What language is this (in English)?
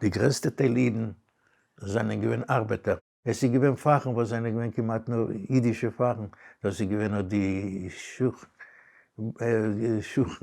Yiddish